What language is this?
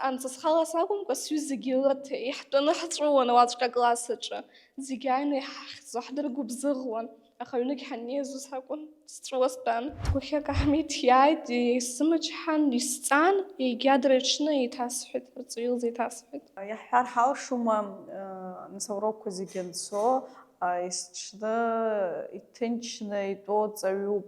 Abkhazian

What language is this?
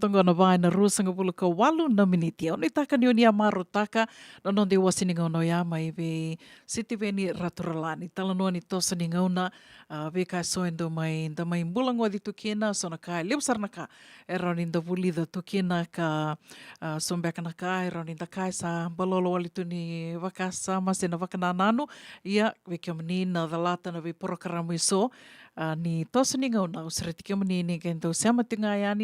Fijian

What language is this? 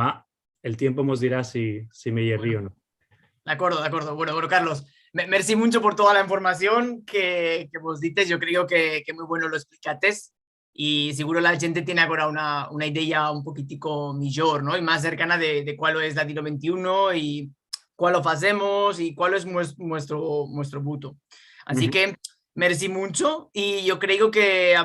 Ladino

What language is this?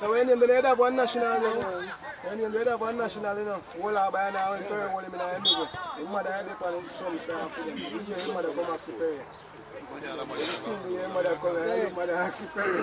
Jamaican Creole English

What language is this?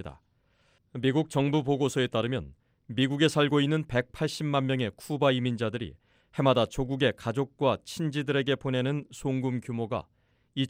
Korean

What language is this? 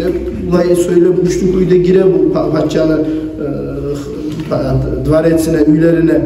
Kumyk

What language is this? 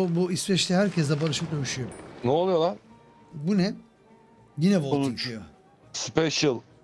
Turkish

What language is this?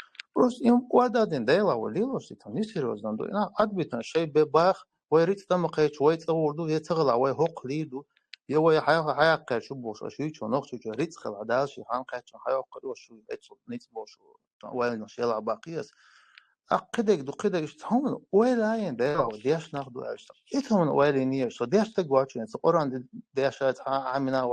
Chechen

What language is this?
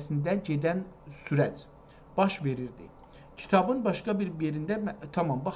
South Azerbaijani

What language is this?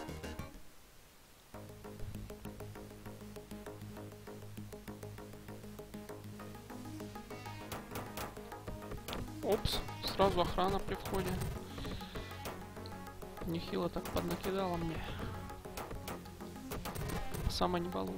Russian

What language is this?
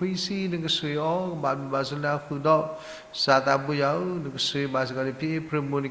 S'gaw Karen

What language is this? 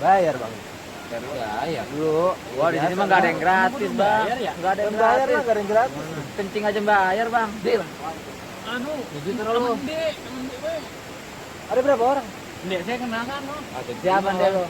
Betawi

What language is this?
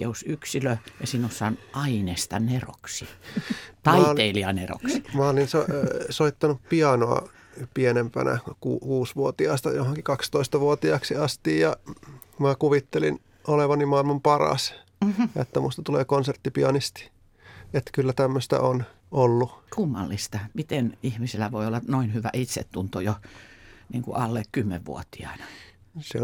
Finnish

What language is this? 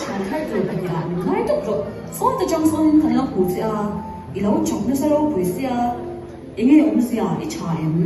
Mizo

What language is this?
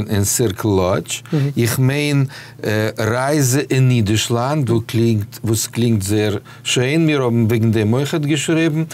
Yiddish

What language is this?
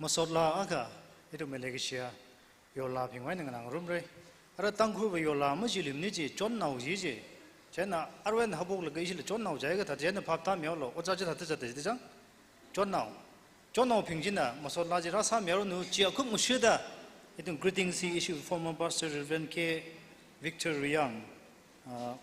Tangkhul Naga (India)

